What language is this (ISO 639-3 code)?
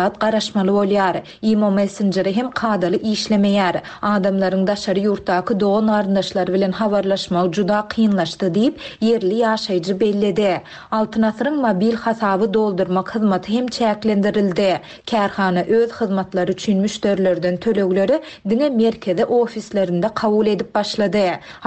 tuk